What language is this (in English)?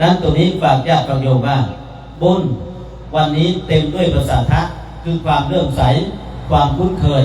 Northeastern Thai